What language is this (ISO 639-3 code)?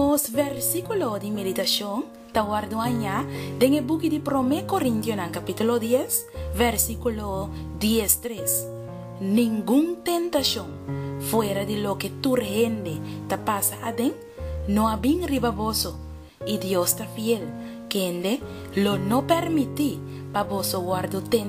pap